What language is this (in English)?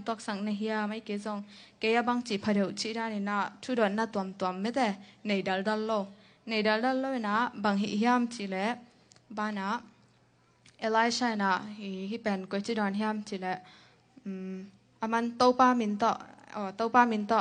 Tedim Chin